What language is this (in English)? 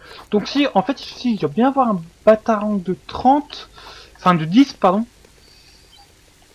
French